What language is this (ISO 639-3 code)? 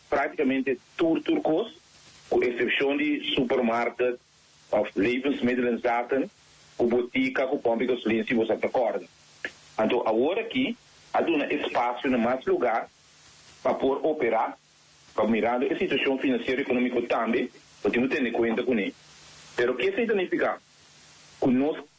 pap